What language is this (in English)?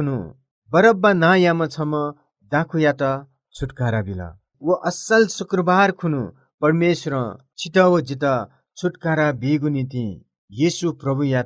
Newari